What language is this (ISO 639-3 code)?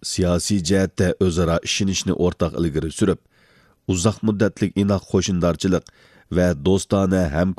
uig